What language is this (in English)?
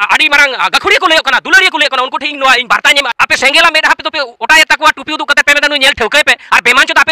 Santali